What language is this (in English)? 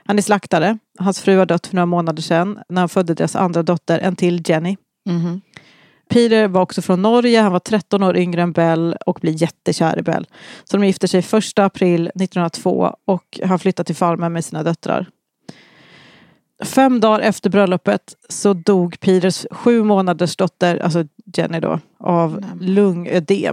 Swedish